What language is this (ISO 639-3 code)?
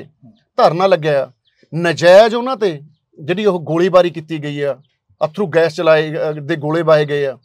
pan